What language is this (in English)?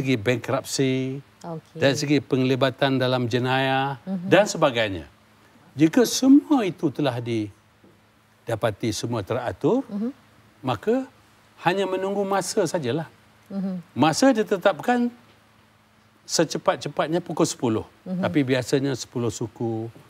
Malay